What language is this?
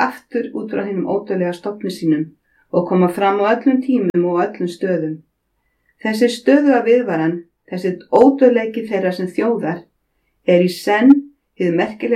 Icelandic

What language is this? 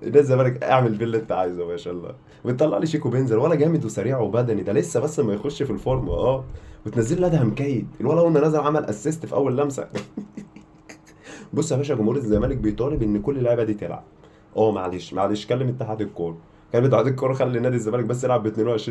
Egyptian Arabic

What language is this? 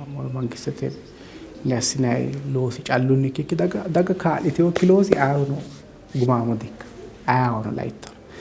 Sidamo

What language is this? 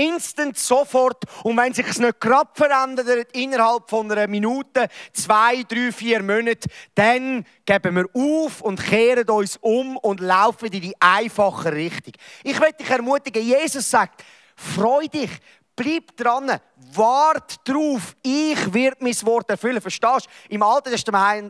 Swiss German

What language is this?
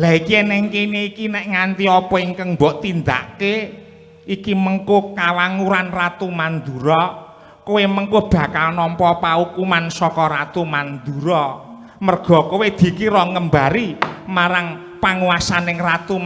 Javanese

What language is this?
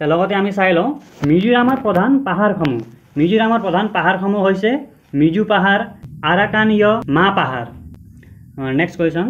Assamese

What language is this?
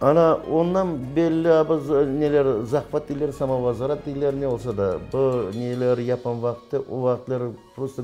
Crimean Tatar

